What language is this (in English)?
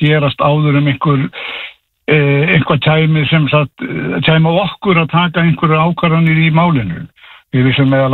Icelandic